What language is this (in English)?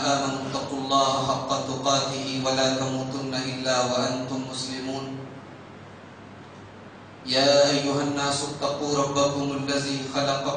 Urdu